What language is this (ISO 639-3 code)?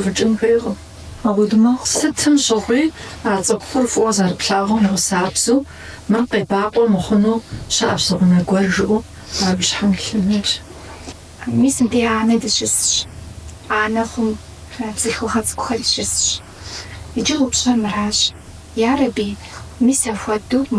kbd